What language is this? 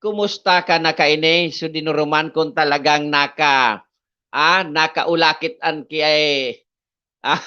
Bikol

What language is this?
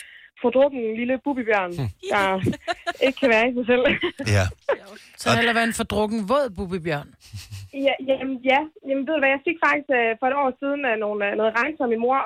Danish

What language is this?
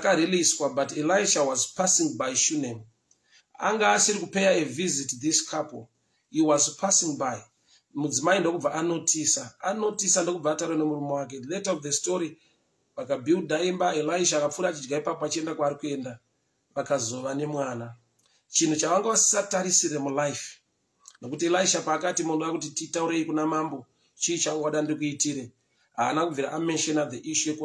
Shona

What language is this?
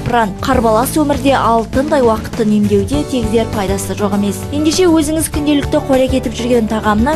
Kazakh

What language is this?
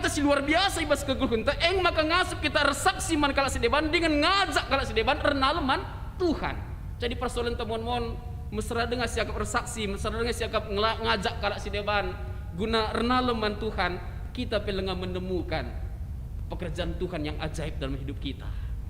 Batak Karo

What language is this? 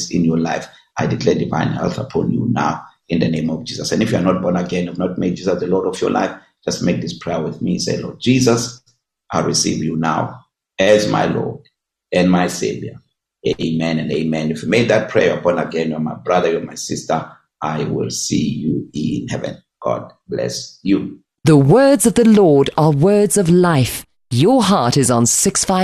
English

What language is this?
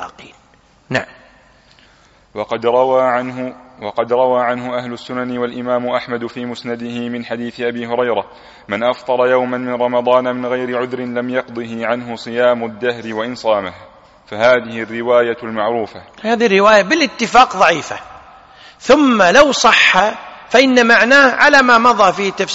Arabic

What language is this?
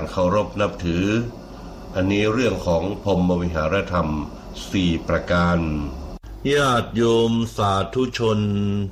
Thai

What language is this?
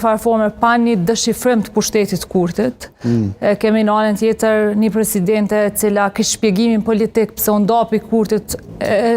Albanian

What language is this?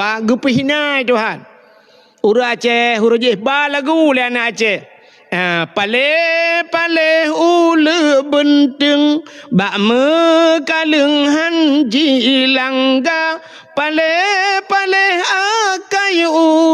Achinese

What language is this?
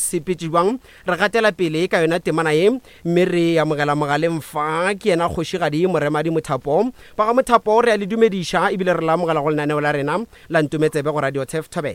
Northern Sotho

